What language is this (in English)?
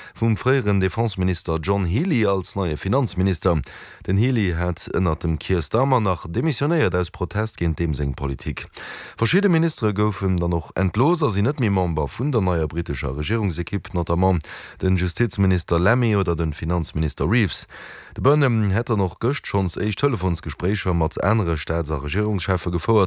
Luxembourgish